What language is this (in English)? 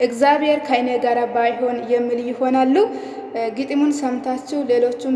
Amharic